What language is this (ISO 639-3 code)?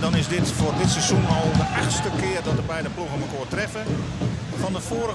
fry